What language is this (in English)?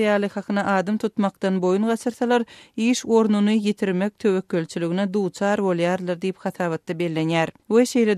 Turkmen